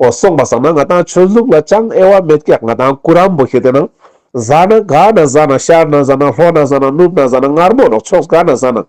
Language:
Ladakhi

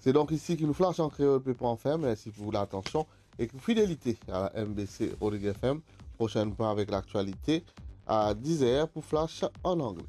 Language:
Morisyen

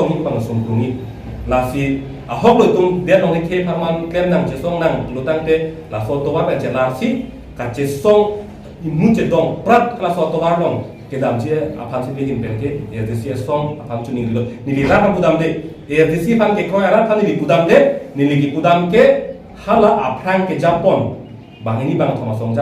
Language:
Karbi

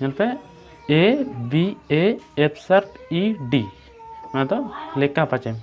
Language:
Santali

